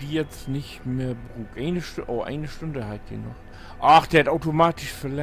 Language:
Low German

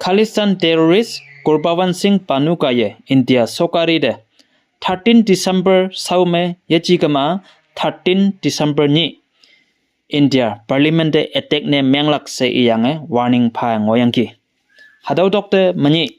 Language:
Konyak Naga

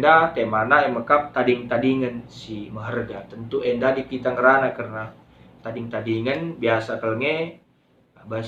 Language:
Batak Karo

